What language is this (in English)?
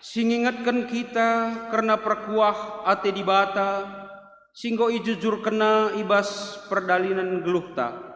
Batak Karo